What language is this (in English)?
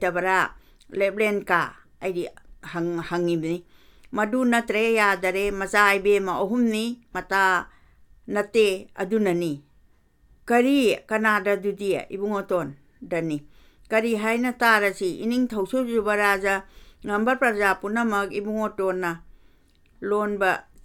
Manipuri